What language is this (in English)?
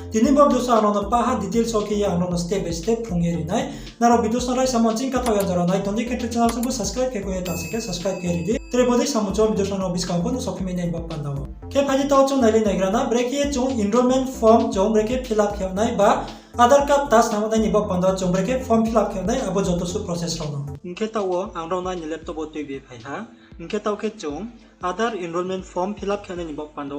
Riang (India)